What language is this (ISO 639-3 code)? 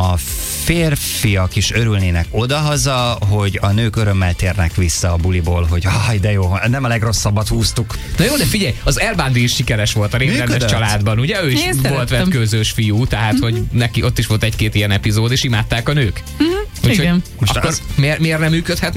hun